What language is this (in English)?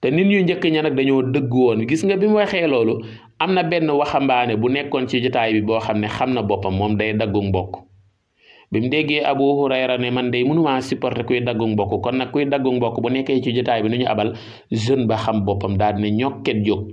Wolof